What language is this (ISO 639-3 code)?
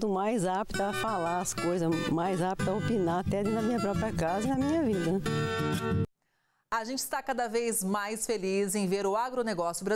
por